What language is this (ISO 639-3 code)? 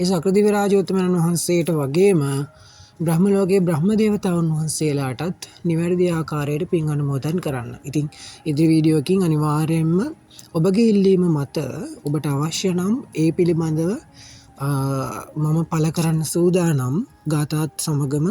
sin